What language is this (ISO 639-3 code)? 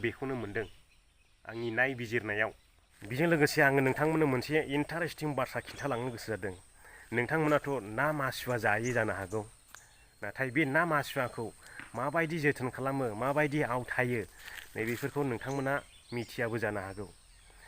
brx